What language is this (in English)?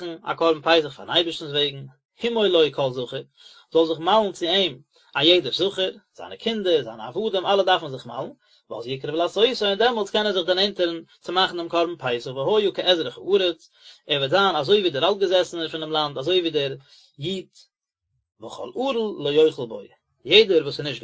Yiddish